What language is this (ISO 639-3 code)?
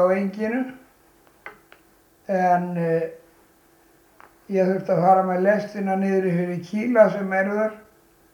isl